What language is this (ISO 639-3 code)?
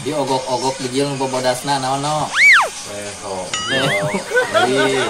sun